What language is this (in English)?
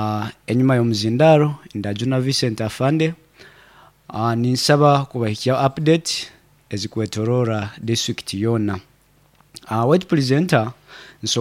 Nyoro